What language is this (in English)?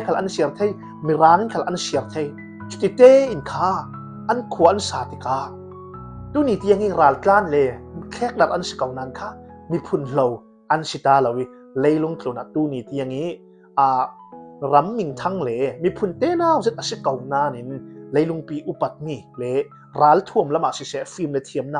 Falam Chin